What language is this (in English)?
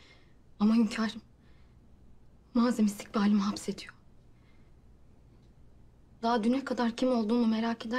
Turkish